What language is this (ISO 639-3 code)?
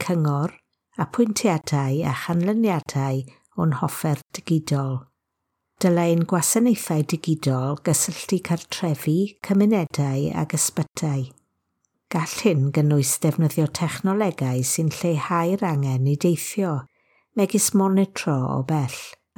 cym